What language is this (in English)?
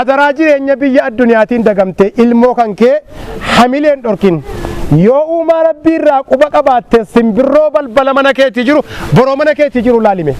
Oromo